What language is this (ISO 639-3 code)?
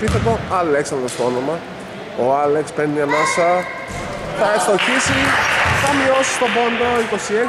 ell